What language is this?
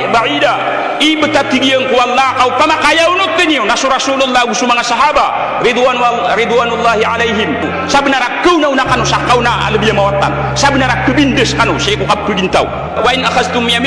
Maranao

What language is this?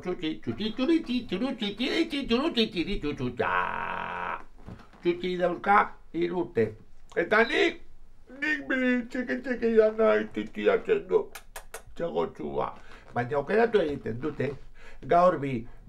Basque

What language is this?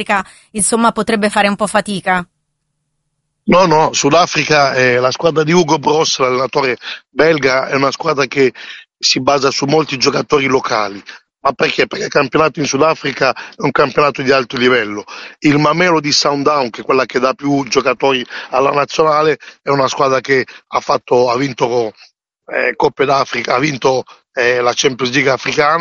Italian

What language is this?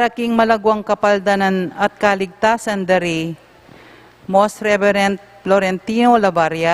Pampanga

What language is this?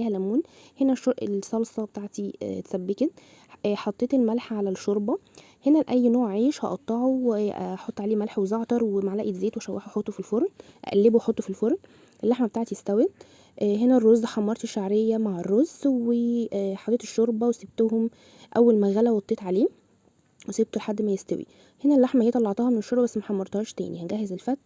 Egyptian Arabic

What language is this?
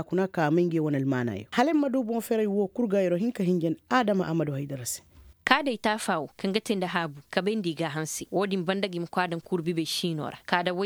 Koyraboro Senni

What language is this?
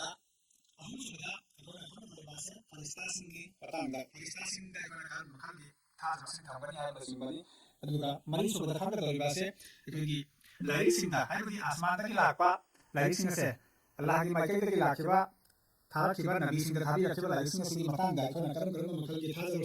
Manipuri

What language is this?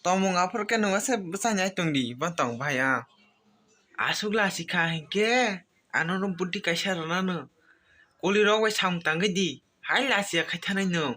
Kok Borok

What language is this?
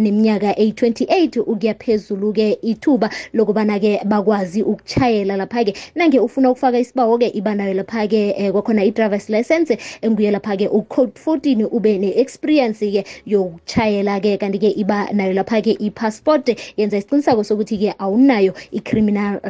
South Ndebele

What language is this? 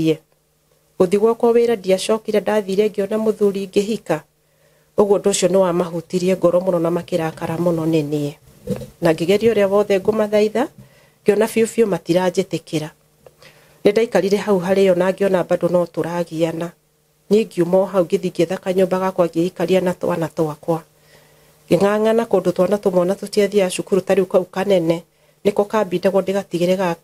Kikuyu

